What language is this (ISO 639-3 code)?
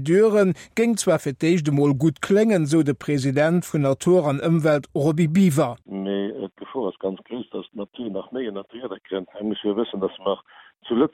ltz